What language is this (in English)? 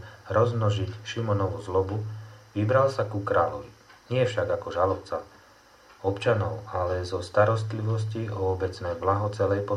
Slovak